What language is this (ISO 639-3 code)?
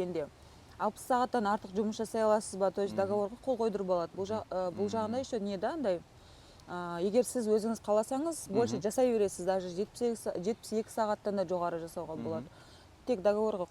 kaz